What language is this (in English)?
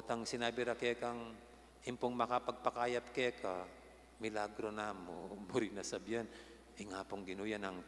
Pampanga